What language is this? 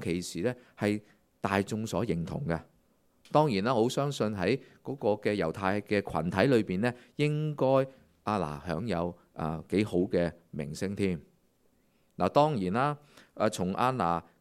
Cantonese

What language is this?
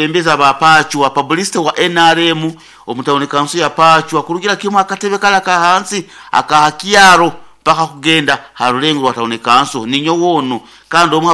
Nyankole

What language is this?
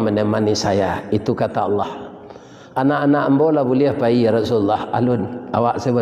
Minangkabau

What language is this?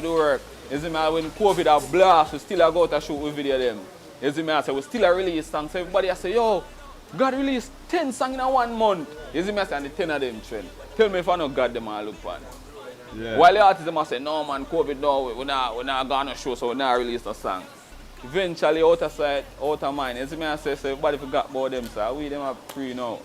Jamaican Creole English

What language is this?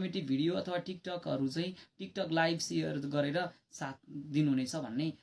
Nepali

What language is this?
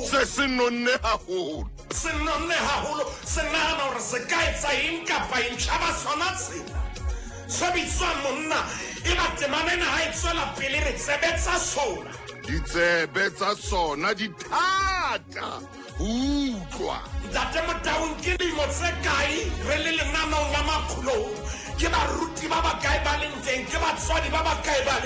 Southern Sotho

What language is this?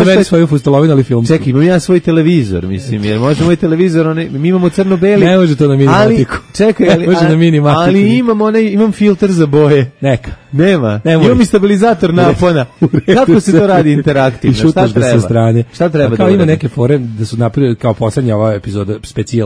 Serbian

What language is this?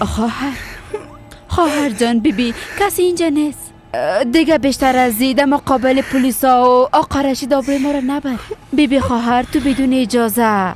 Persian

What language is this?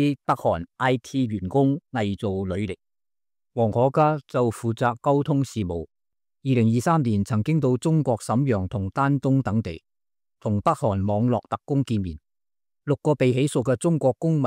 Cantonese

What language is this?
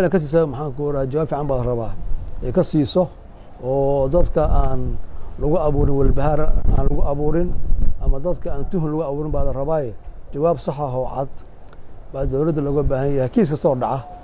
Somali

